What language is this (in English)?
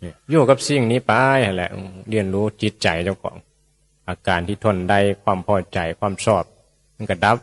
Northeastern Thai